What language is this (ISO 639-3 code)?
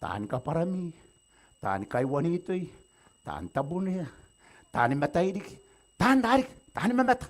gil